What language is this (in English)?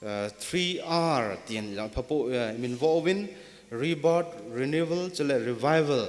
Thado Chin